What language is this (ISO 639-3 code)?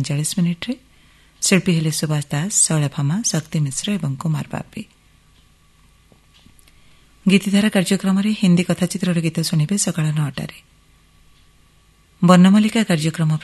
ori